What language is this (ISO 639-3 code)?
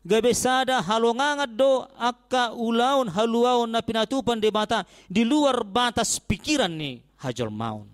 bbc